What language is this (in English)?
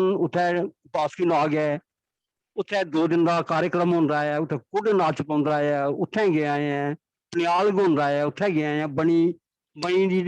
Dogri